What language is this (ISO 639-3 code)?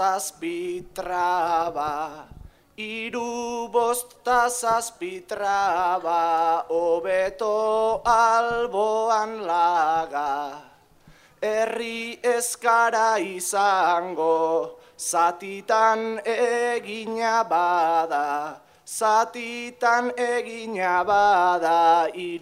eus